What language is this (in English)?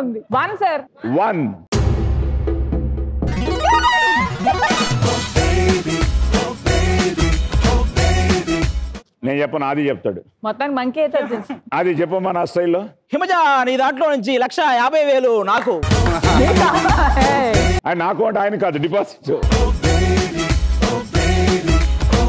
Telugu